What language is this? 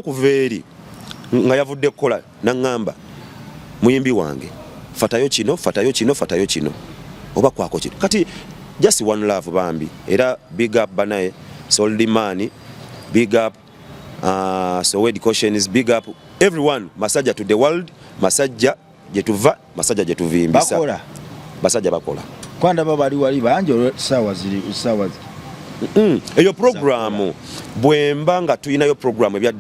Ganda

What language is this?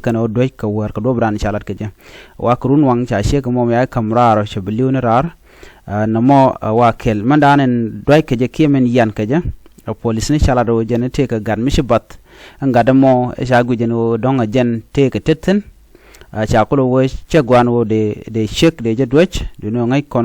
Nuer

